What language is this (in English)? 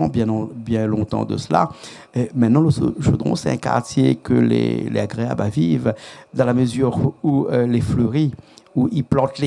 Réunion Creole French